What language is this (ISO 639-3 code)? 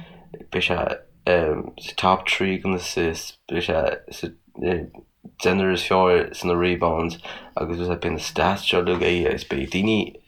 gle